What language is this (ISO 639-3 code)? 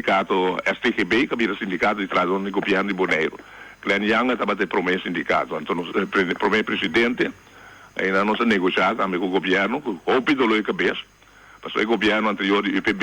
pap